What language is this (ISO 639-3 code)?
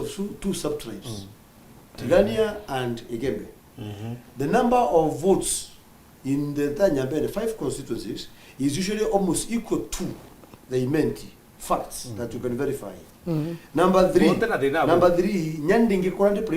mer